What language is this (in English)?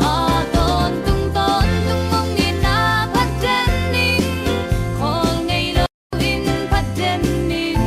Tedim Chin